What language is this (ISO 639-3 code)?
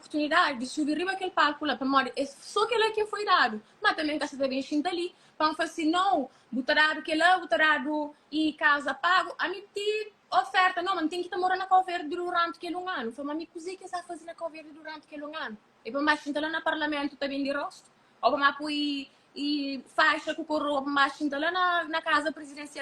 kea